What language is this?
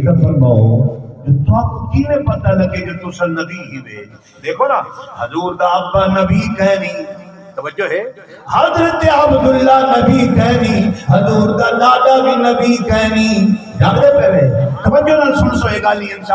Saraiki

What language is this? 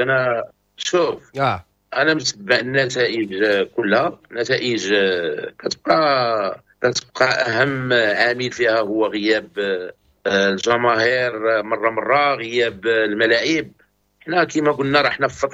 Moroccan Arabic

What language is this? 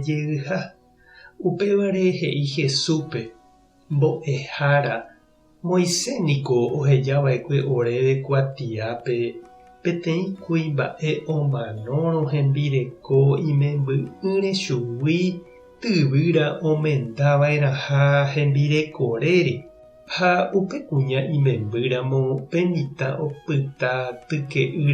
Guarani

